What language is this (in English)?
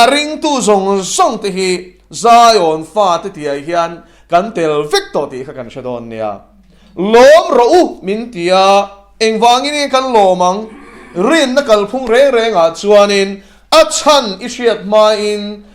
Mizo